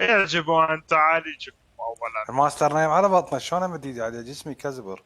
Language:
Mesopotamian Arabic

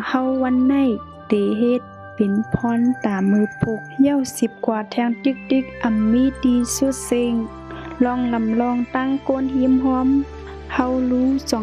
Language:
Shan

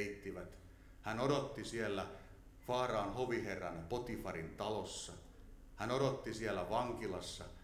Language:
Finnish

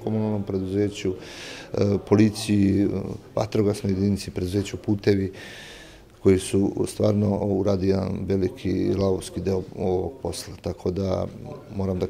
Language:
Serbian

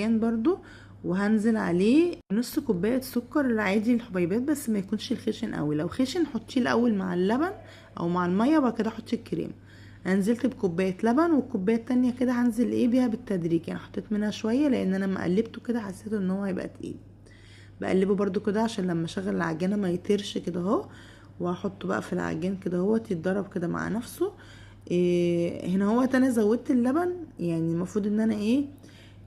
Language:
Egyptian Arabic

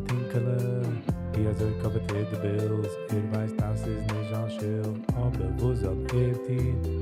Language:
Yiddish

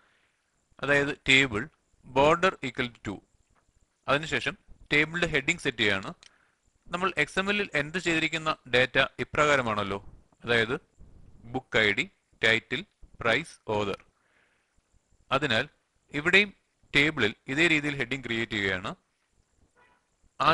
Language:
Malayalam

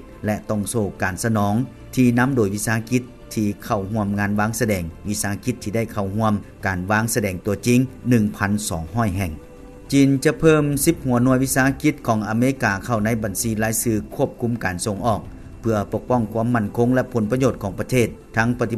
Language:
Lao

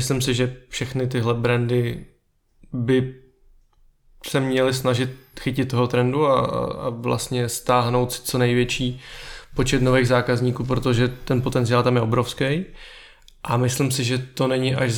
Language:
Czech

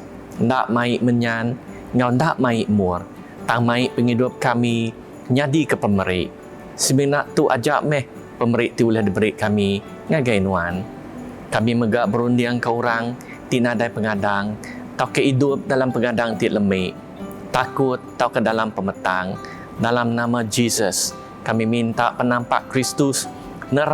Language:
Iban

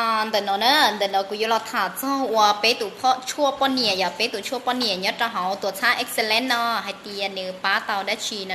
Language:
Hmong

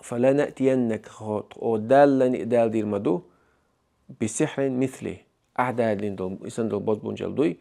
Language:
Chechen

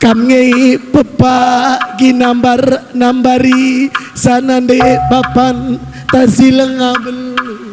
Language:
Batak Karo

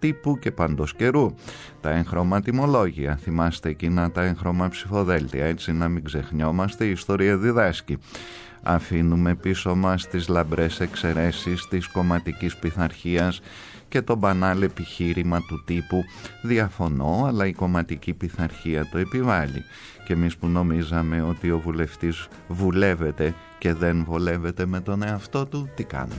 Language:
Greek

